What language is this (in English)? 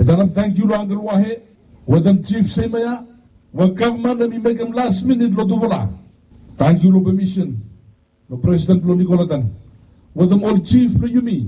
Bislama